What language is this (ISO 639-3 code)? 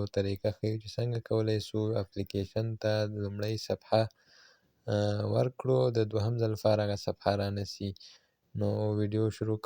pus